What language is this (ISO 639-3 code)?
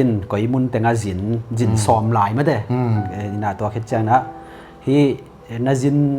ctd